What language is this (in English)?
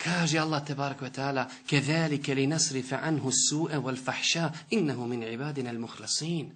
Bosnian